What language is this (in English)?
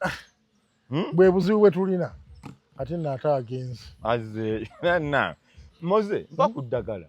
Ganda